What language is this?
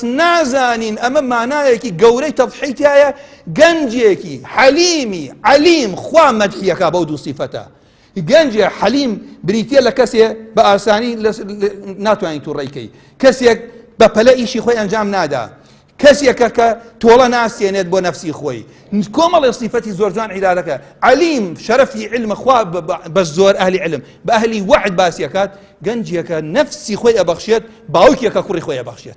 Central Kurdish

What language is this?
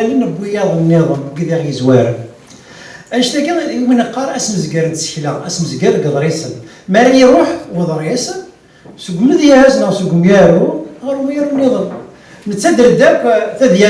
Kabyle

